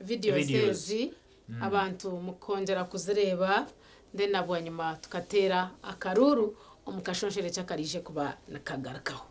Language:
Nyankole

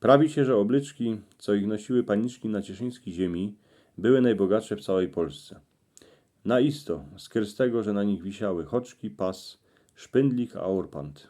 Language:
Silesian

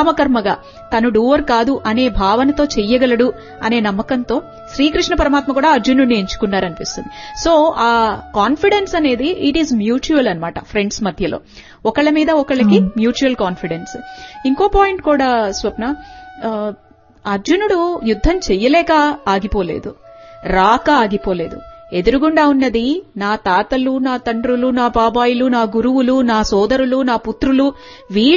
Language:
Telugu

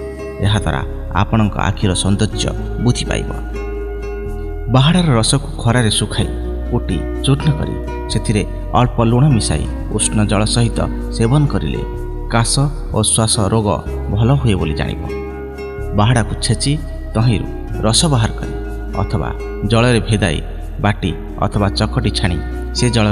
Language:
Odia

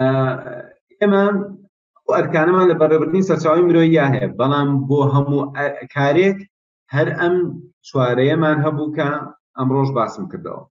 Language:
Central Kurdish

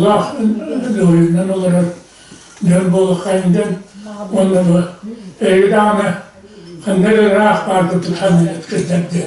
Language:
Yakut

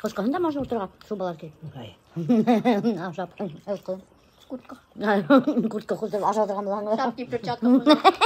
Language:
Bashkir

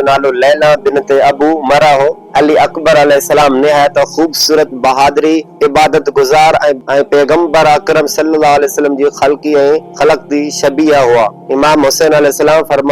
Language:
Sindhi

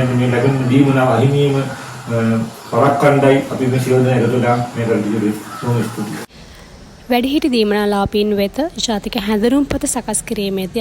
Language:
Sinhala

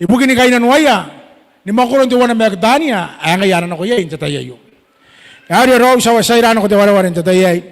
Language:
Gilbertese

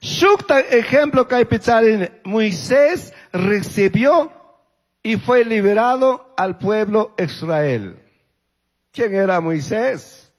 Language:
Chimborazo Highland Quichua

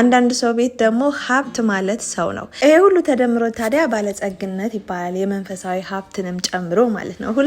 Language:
Amharic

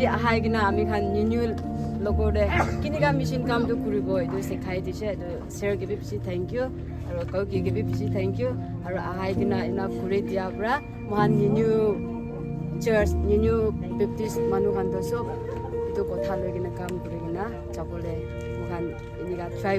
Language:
Naga Pidgin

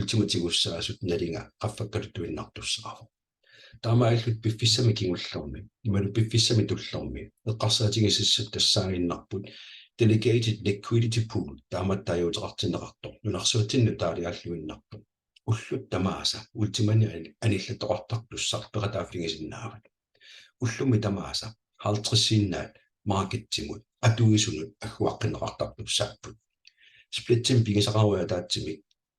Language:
Kalaallisut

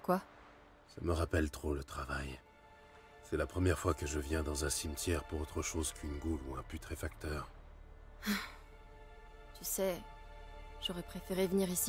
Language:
French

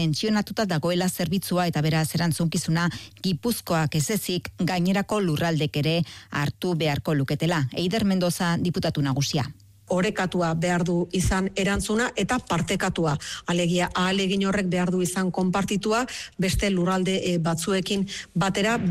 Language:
Basque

